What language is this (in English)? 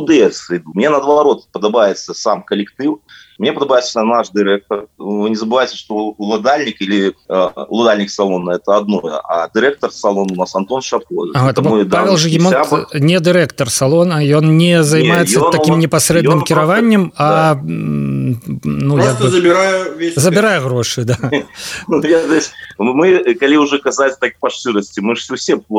Belarusian